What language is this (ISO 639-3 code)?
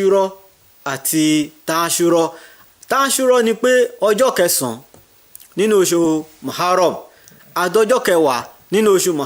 yor